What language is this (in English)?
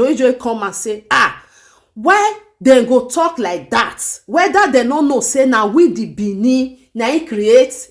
Nigerian Pidgin